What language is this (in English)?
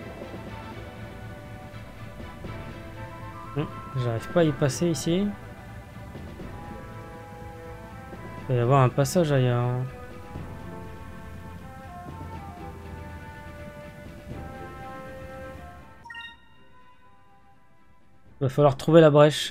French